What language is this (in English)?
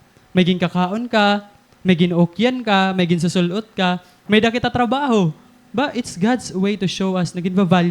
Waray